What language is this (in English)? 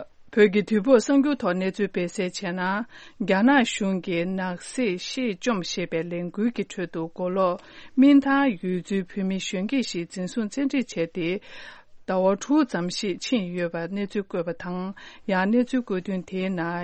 Tibetan